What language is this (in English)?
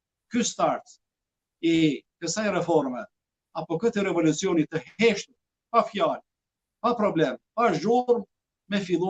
Albanian